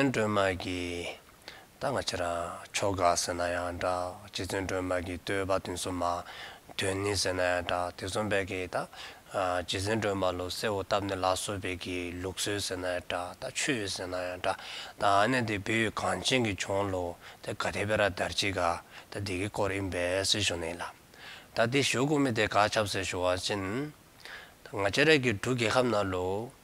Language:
Dzongkha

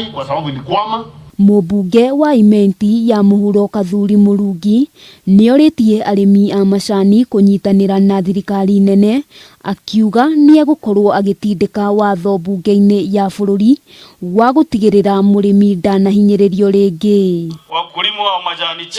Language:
Kikuyu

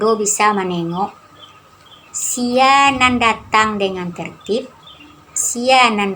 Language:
Minangkabau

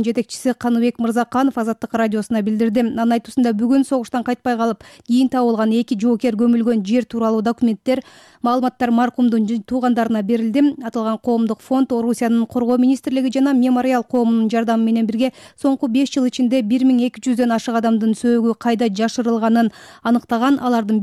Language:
Kyrgyz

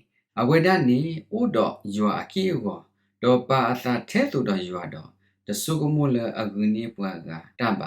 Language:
S'gaw Karen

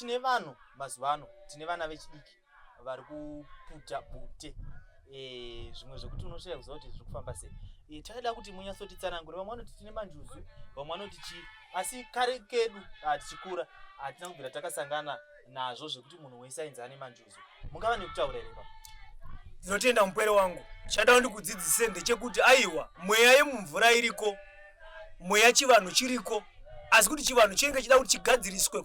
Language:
Shona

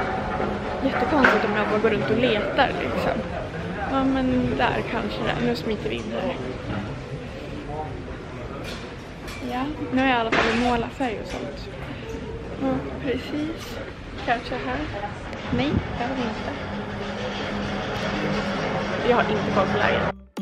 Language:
Swedish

